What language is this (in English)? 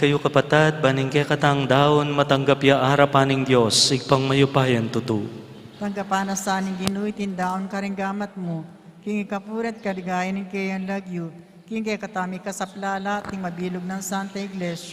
Pampanga